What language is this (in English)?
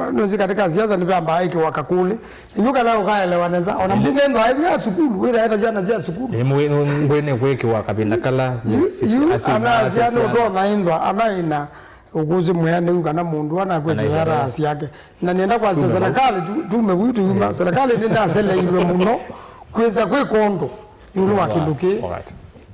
Kamba